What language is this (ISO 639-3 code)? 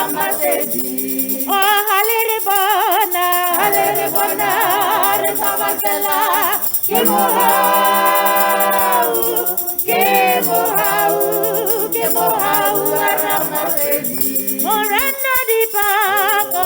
tsn